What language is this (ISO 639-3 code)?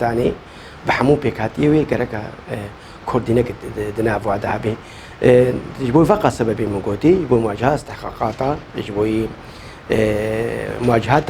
kur